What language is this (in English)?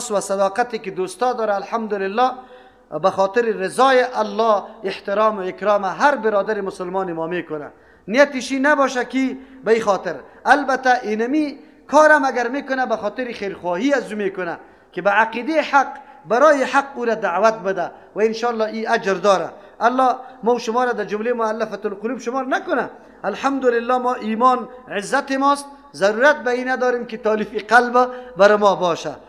Persian